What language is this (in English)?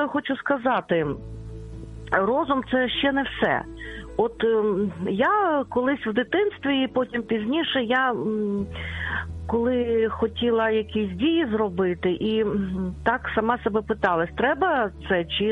Ukrainian